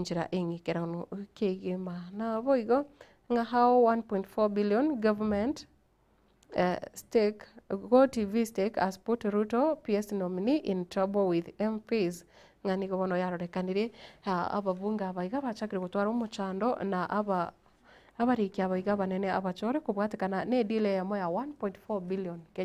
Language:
Gusii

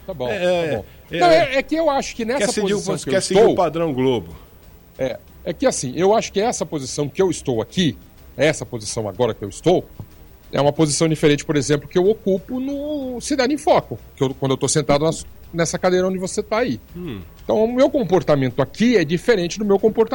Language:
Portuguese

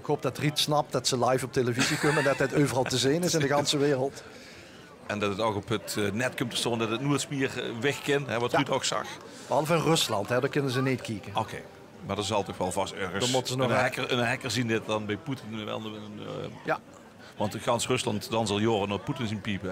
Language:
Limburgish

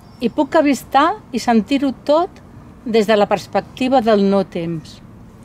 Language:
Catalan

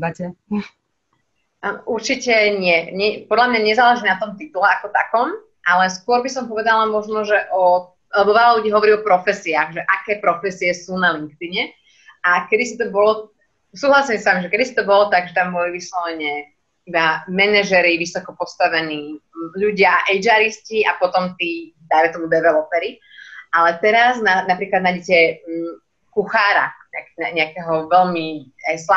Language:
Slovak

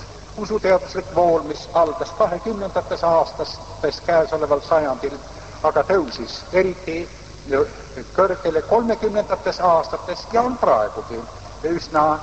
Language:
Estonian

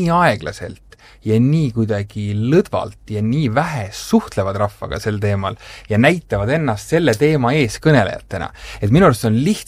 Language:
Estonian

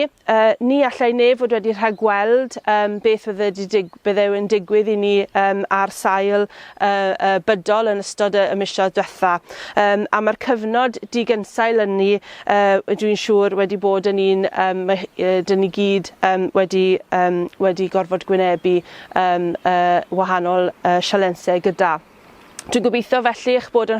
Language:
Welsh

